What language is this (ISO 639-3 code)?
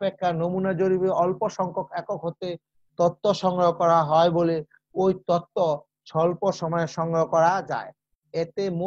ben